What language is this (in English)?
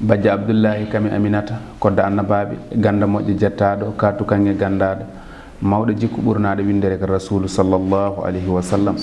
Fula